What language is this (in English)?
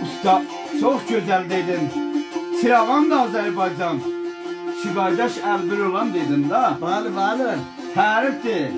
South Azerbaijani